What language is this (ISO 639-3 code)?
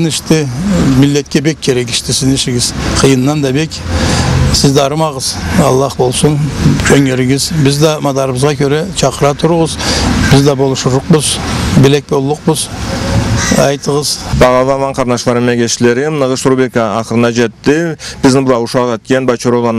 krc